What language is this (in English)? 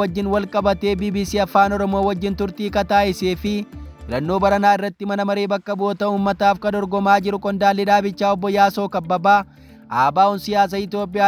Oromo